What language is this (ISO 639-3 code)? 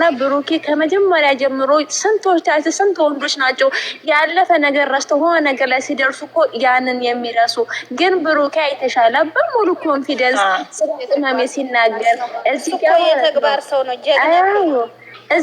amh